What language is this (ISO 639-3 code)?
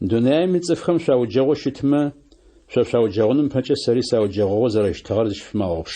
ady